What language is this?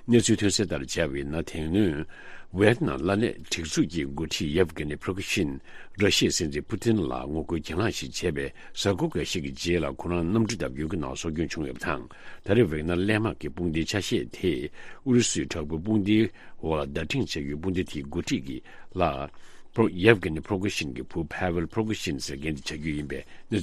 Tibetan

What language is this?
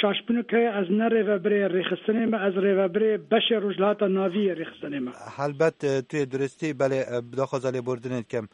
Kurdish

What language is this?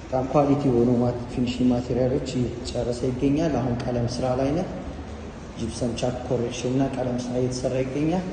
Amharic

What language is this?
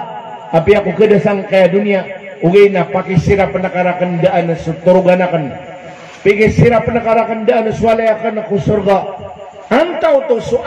Maranao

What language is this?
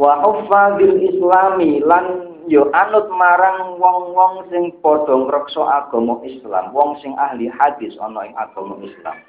Javanese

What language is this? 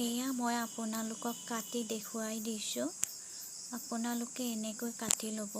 Assamese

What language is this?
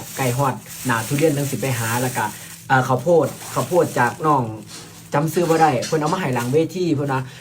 Northeastern Thai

